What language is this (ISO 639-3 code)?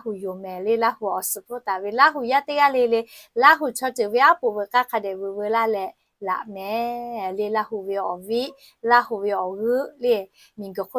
lhu